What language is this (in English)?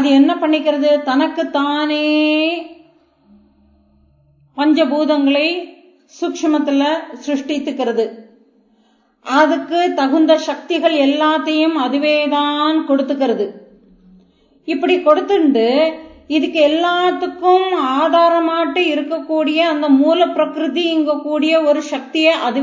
Tamil